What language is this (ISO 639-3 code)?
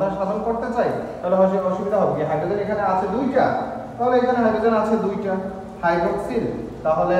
ben